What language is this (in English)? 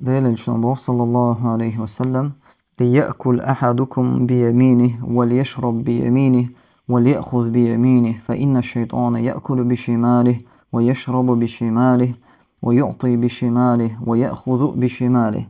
Chechen